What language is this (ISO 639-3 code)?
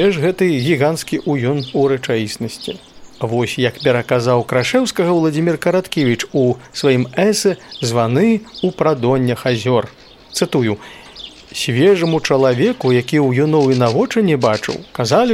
bel